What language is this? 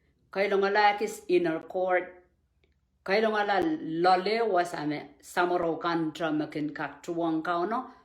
Pohnpeian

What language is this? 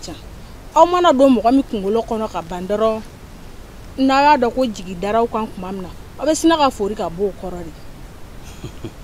Bambara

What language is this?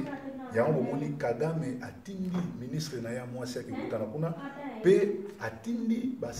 Lingala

